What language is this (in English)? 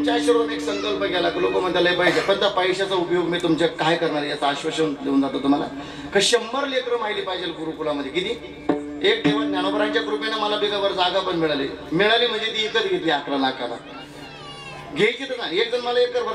Marathi